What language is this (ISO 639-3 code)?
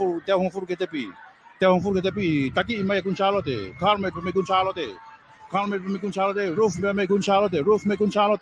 ton